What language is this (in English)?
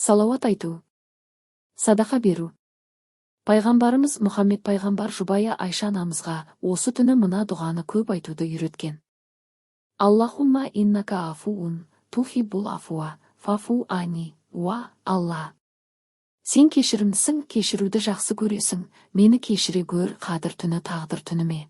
Kazakh